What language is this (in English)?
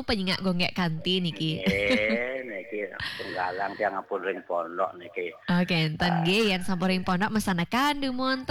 Balinese